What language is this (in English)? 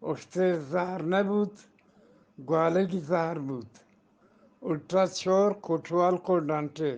Eastern Balochi